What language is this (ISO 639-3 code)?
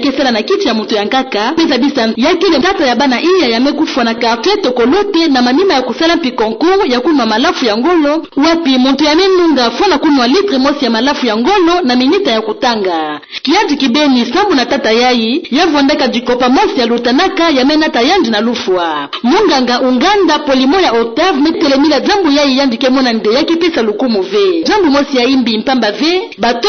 ktu